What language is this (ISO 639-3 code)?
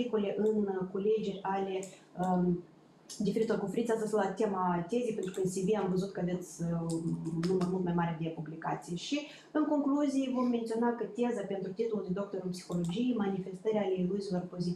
ron